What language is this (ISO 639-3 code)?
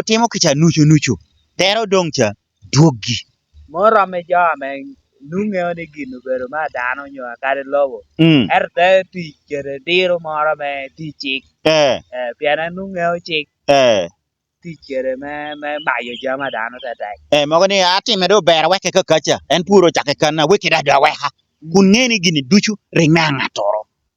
laj